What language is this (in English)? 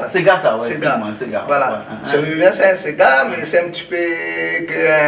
Réunion Creole French